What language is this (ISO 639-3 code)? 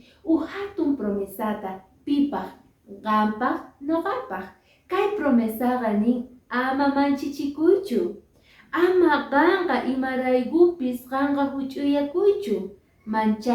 que